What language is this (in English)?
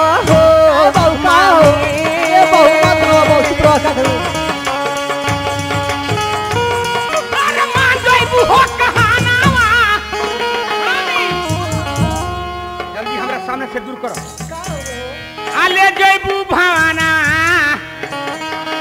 Bhojpuri